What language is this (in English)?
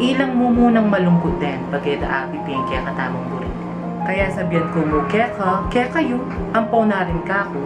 Pampanga